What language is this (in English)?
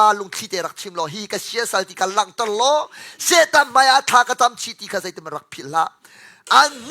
Hakha Chin